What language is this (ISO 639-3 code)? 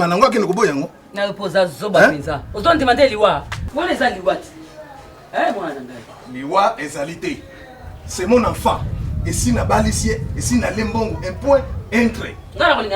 lin